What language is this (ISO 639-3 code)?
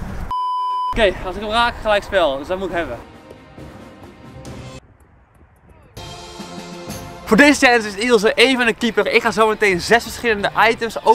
nld